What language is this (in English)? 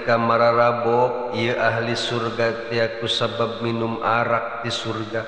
Sundanese